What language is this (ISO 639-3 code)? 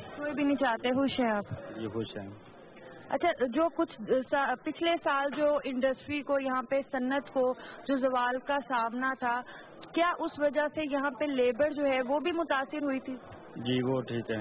urd